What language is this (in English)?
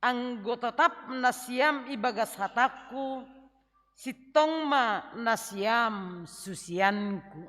Batak Simalungun